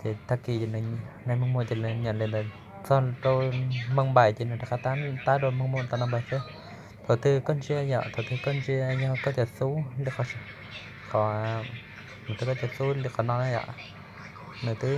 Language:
Hmong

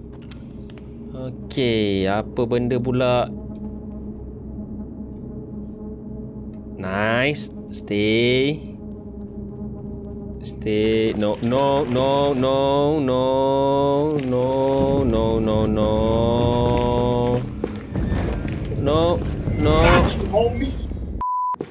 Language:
Malay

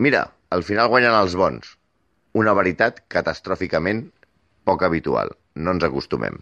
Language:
Catalan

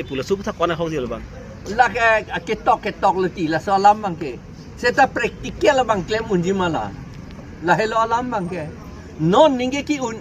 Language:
Karbi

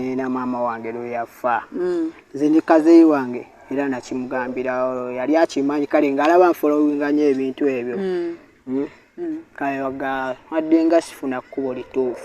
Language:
Ganda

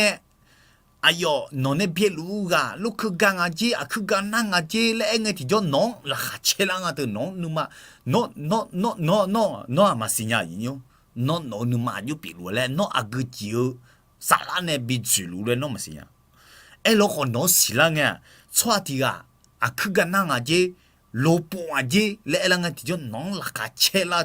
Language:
Akha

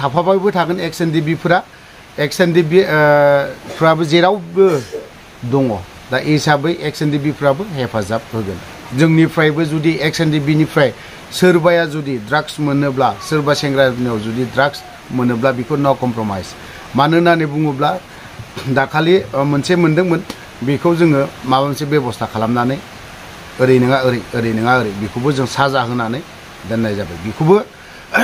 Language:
Bodo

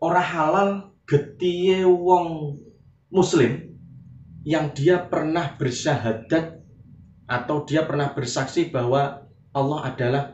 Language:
Javanese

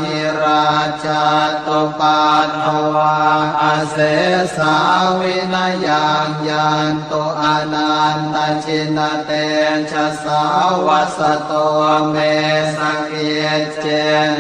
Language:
Pali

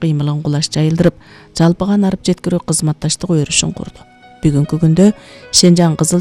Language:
Kyrgyz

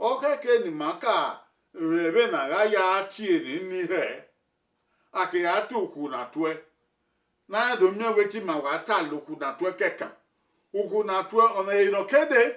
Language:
Bini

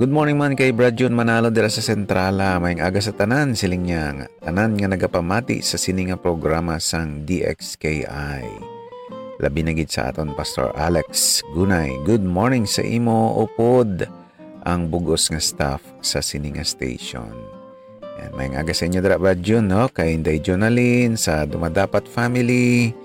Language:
Hiligaynon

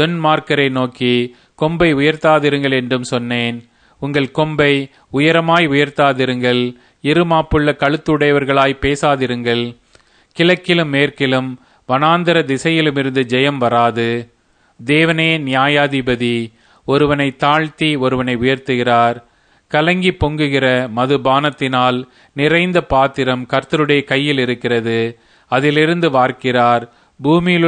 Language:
Tamil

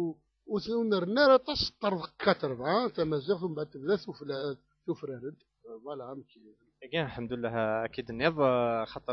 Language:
Kabyle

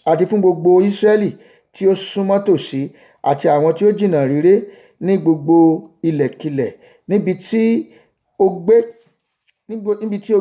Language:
Yoruba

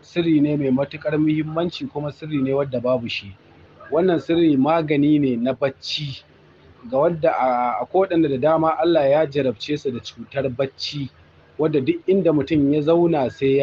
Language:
Hausa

